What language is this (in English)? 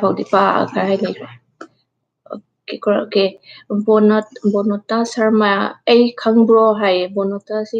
Manipuri